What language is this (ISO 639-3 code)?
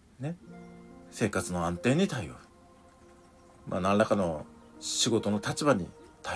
jpn